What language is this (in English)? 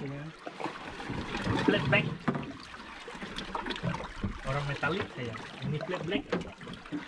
Malay